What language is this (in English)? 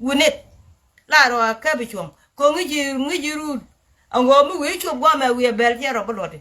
Nuer